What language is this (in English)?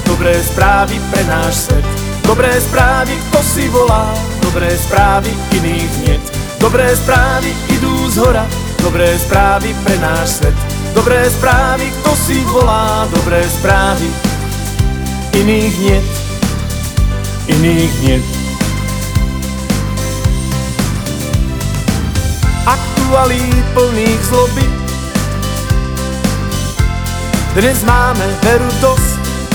Slovak